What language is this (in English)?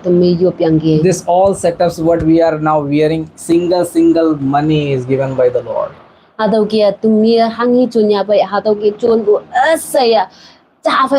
Konyak Naga